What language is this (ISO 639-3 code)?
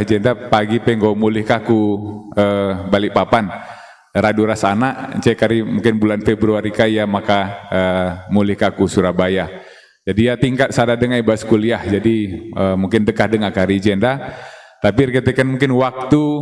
btx